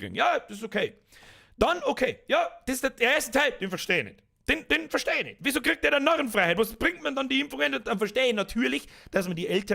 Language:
Bavarian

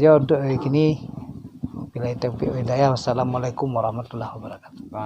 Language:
Minangkabau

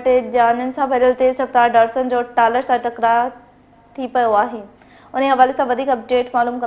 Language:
Sindhi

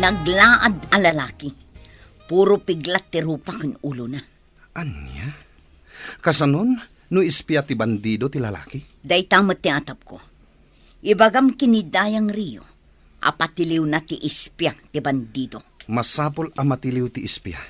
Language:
Iloko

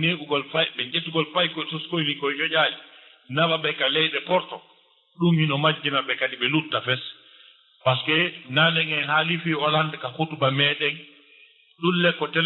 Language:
Fula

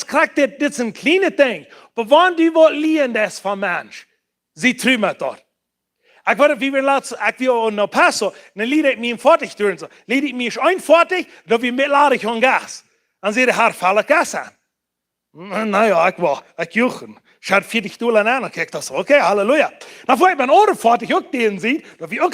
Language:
Plautdietsch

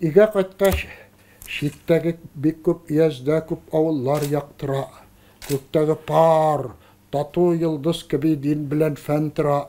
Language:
Tatar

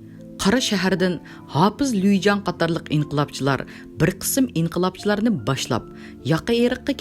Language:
Uyghur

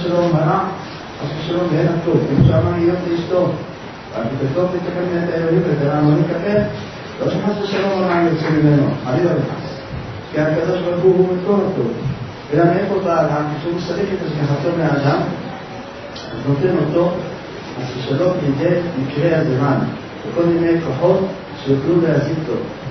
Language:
Hebrew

